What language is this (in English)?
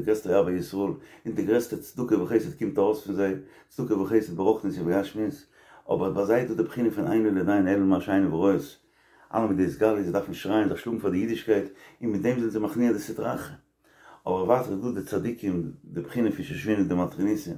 Yiddish